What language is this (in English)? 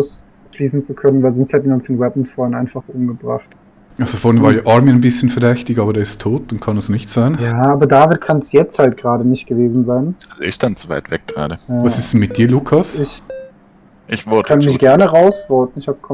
Swiss German